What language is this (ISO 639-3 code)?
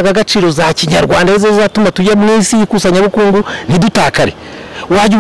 kin